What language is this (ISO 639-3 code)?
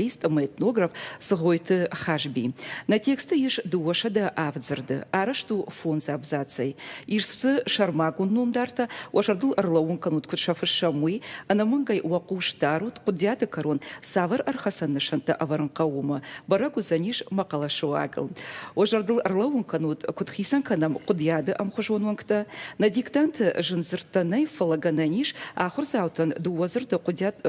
oss